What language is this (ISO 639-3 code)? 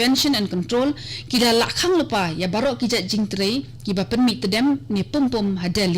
kha